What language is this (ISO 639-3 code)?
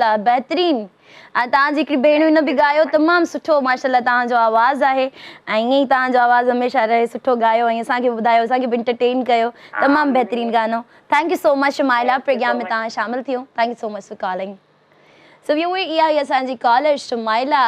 snd